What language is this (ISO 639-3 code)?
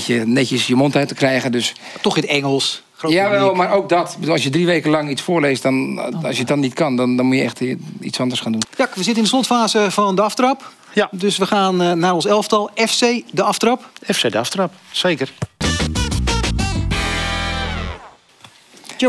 nld